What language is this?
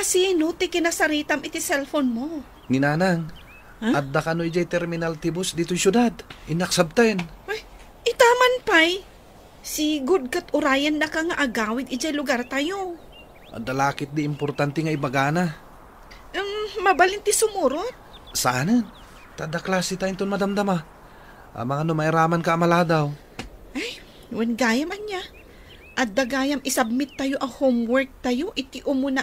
Iloko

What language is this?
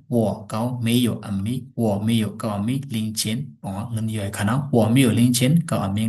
Shan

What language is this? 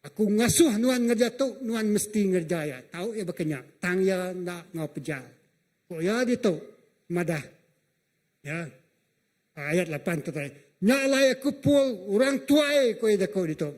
Iban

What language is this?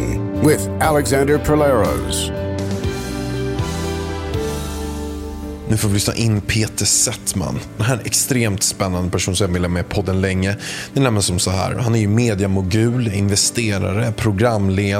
Swedish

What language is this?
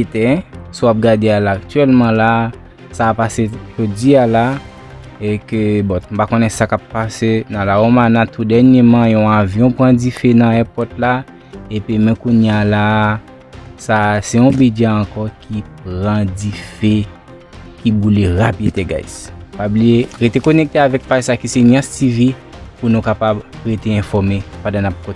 Haitian Creole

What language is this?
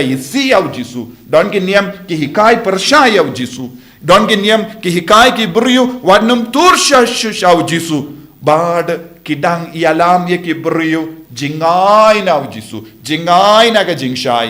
Khasi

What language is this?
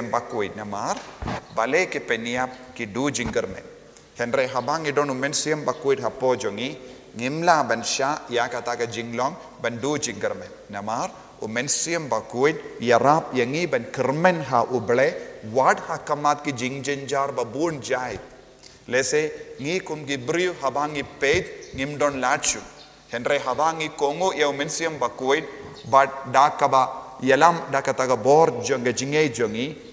Khasi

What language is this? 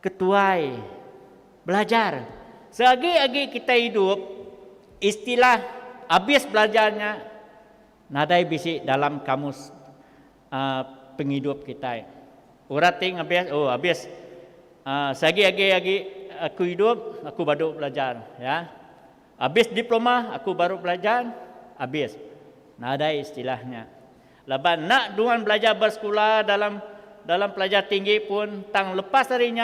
Iban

